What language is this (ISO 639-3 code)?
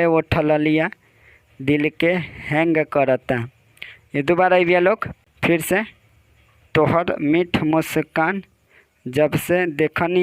bho